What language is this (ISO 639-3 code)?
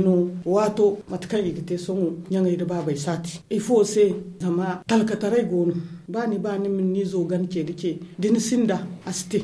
dje